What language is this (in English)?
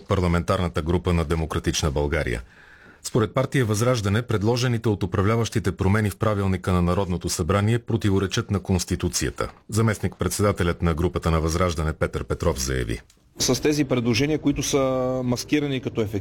Bulgarian